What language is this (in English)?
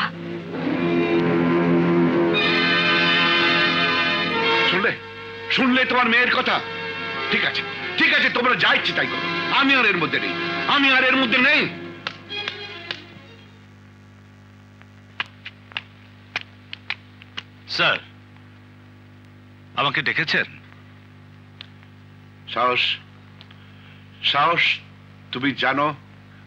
Bangla